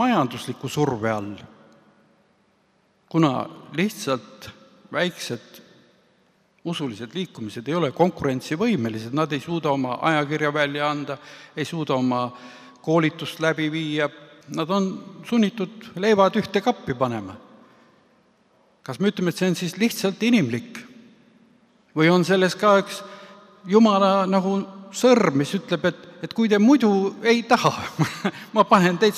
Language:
Estonian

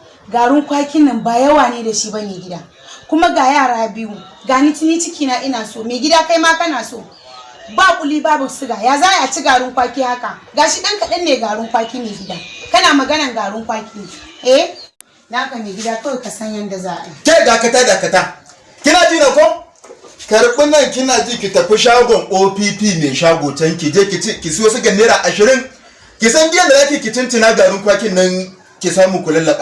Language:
Hausa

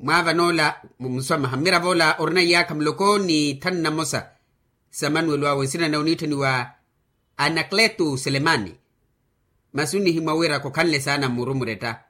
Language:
Makhuwa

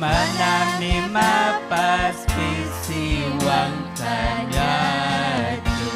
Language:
Ayacucho Quechua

